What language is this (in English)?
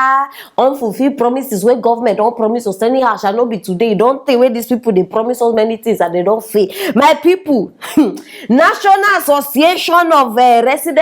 Nigerian Pidgin